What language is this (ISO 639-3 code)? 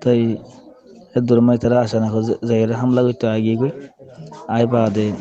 rhg